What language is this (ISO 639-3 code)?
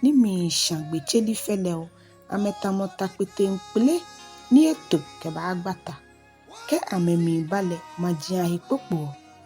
gaa